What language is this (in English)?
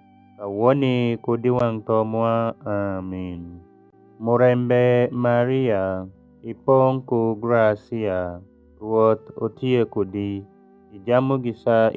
Alur